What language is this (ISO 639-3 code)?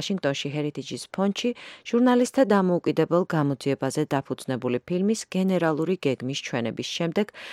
kat